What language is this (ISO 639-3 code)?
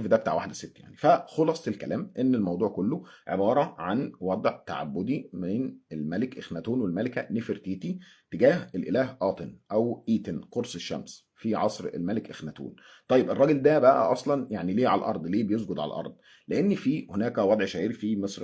arz